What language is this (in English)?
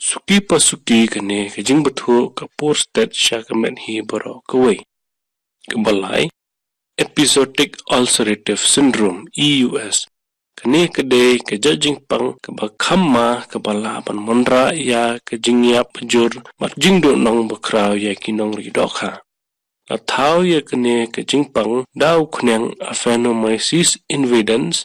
Khasi